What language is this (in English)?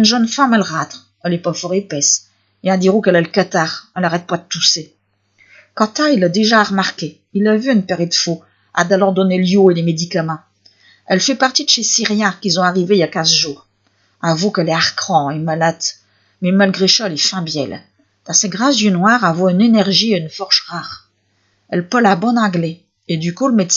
Picard